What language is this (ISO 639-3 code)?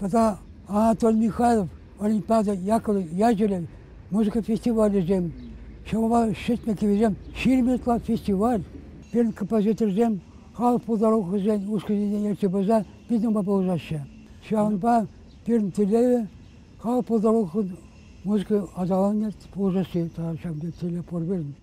chv